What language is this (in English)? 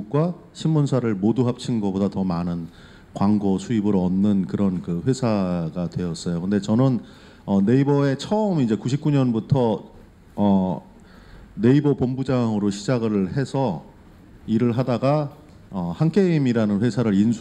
Korean